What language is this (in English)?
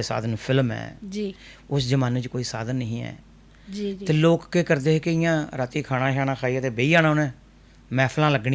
Dogri